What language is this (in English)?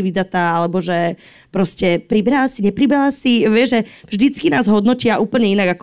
Slovak